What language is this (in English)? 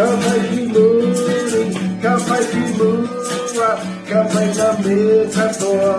Māori